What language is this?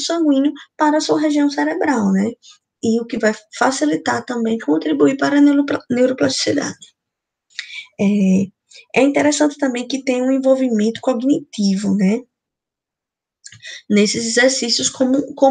Portuguese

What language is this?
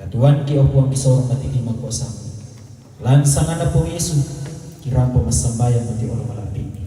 Toraja-Sa'dan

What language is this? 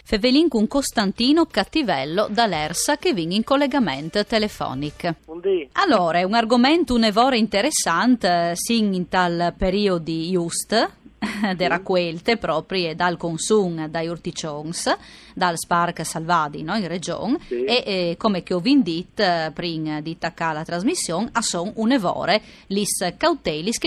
Friulian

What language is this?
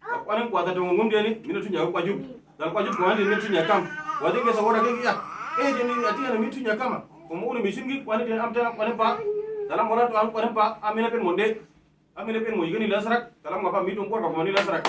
Uduk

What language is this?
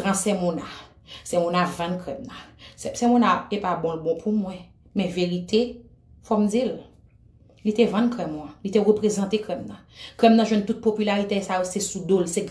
Haitian Creole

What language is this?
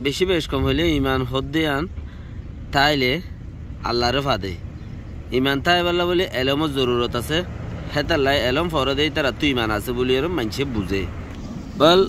Rohingya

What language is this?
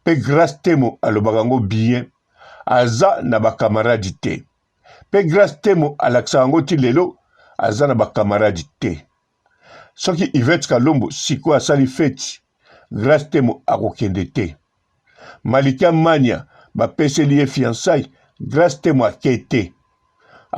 Lingala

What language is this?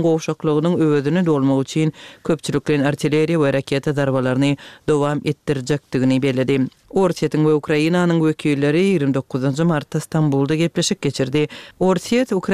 Kyrgyz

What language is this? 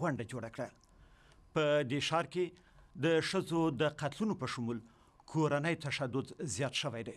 Pashto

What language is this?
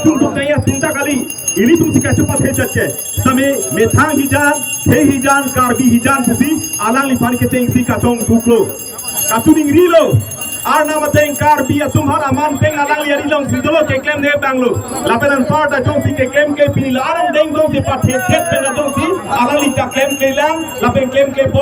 Karbi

